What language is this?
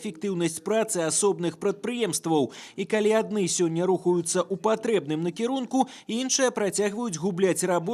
Belarusian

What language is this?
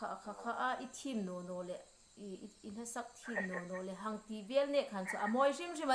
Hmar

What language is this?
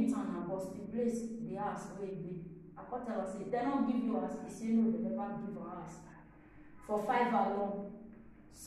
Nigerian Pidgin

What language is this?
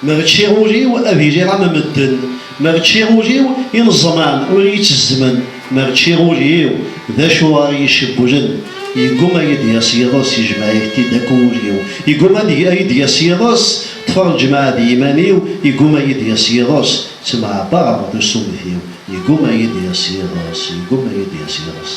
Kabyle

